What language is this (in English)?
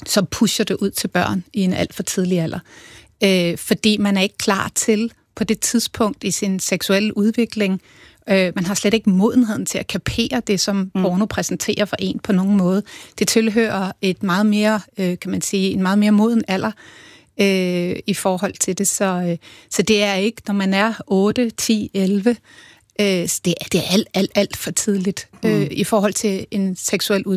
Danish